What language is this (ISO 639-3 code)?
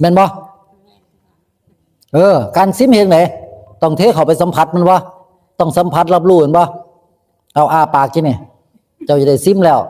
tts